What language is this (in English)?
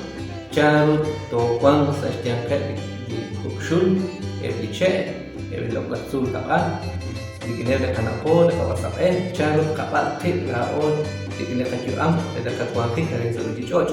Kekchí